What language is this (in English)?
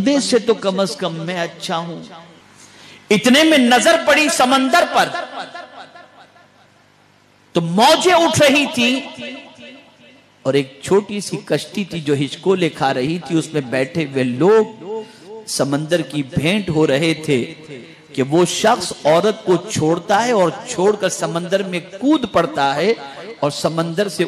Urdu